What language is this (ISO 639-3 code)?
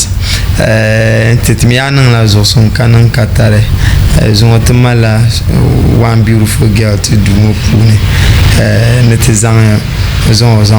dag